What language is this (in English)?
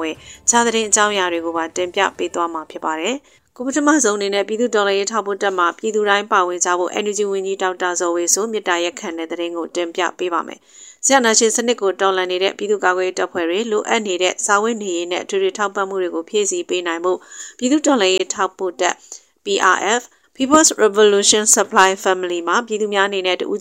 Burmese